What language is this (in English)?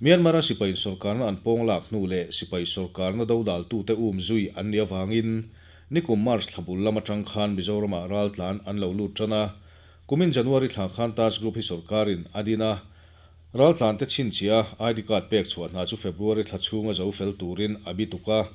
Mizo